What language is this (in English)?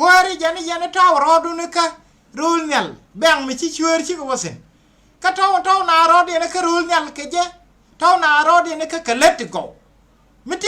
Nuer